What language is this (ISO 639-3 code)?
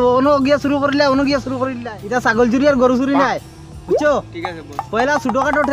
syl